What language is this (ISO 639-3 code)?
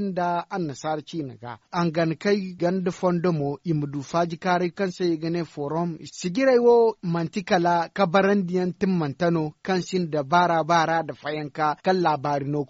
dje